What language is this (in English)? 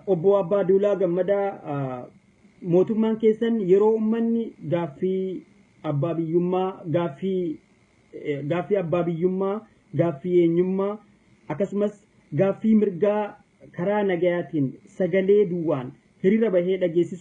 Oromo